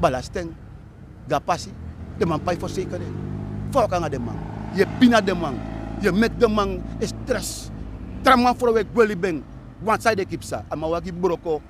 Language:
Sranan Tongo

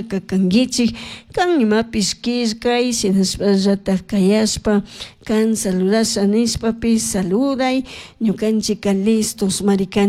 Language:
Chimborazo Highland Quichua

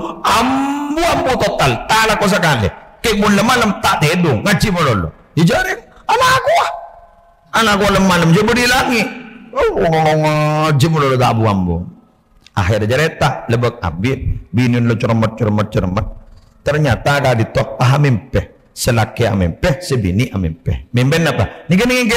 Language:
Madurese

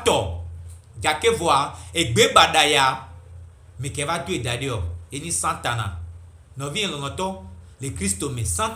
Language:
Gen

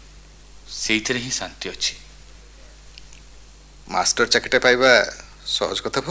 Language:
Odia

